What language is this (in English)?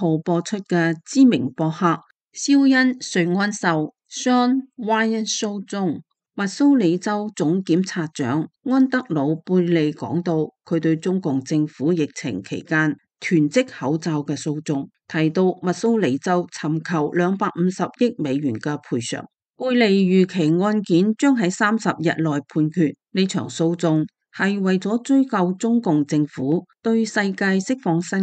Cantonese